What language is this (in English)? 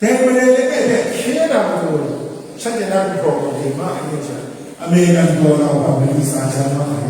Kachin